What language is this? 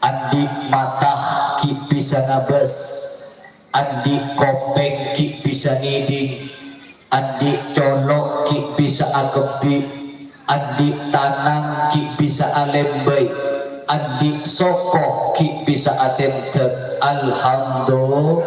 Madurese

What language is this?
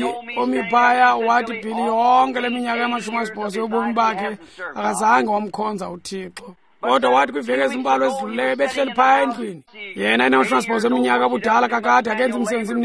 Xhosa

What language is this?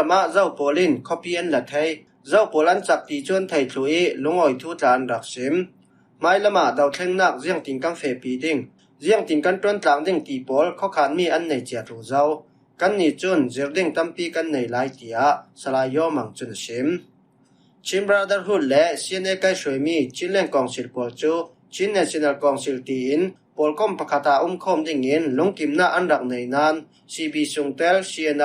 Falam Chin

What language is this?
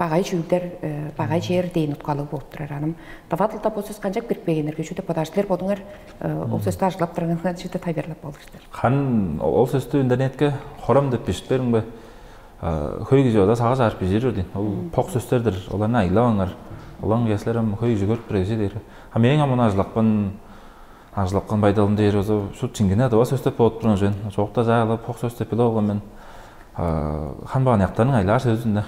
Tuvinian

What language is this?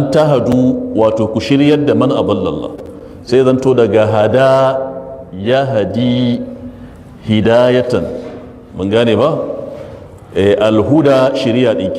Hausa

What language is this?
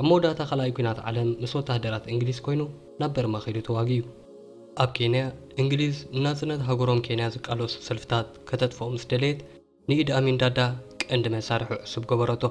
Tigrinya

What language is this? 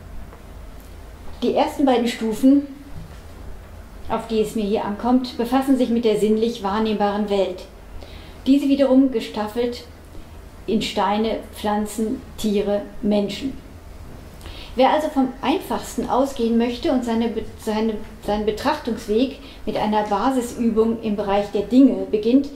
German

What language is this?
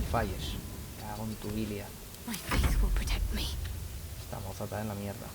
Asturian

